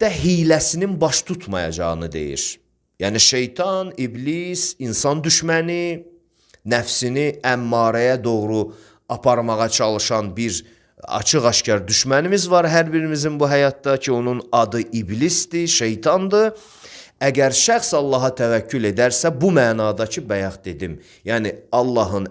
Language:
Azerbaijani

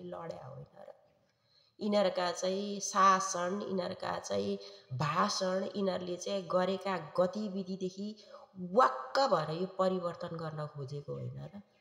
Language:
Nepali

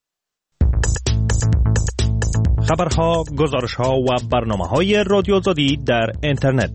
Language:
Persian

